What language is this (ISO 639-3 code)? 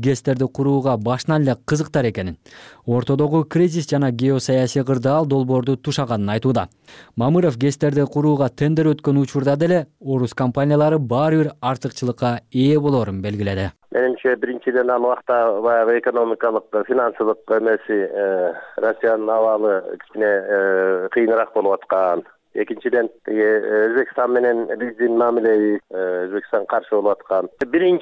kir